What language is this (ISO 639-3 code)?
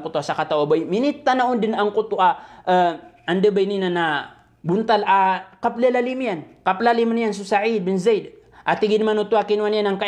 mrw